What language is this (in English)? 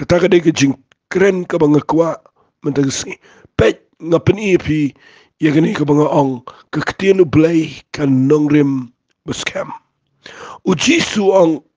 Khasi